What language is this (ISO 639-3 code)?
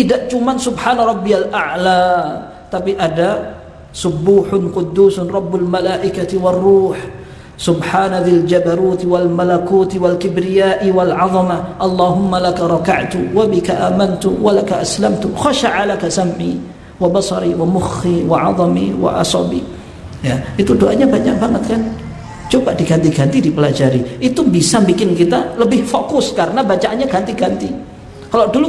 ind